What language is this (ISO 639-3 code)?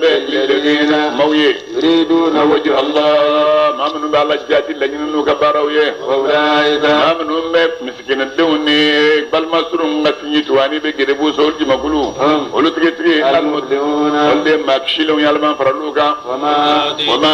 bam